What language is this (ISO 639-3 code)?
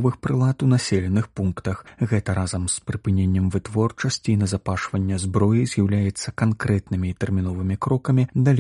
bel